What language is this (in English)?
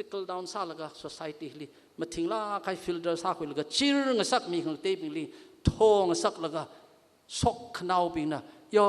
Tangkhul Naga (India)